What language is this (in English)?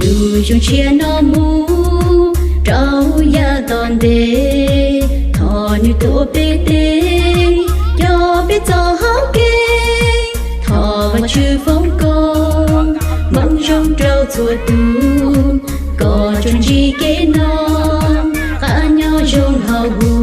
Hmong